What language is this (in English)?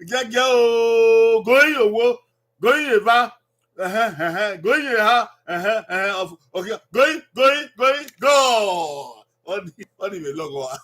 Bini